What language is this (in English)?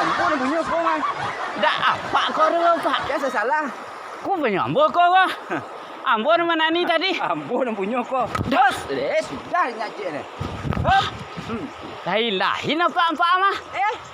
Minangkabau